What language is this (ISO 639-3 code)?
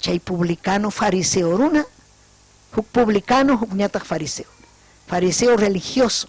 quy